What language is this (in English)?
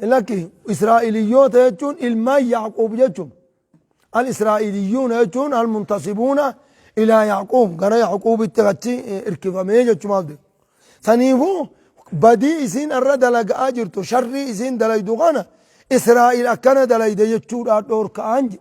Oromo